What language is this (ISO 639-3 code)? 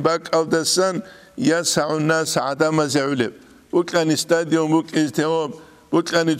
ava